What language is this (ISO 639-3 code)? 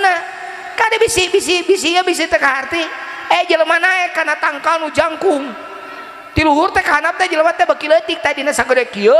sun